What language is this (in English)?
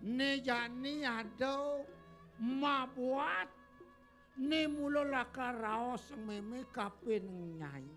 Balinese